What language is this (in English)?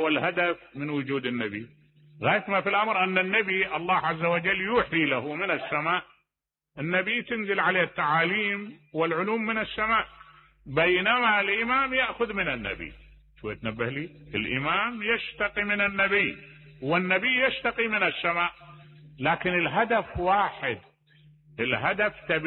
Mesopotamian Arabic